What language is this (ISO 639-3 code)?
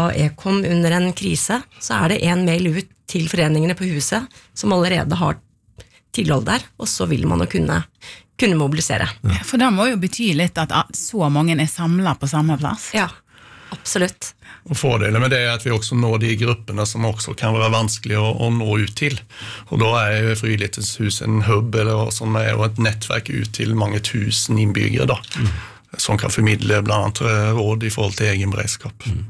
nor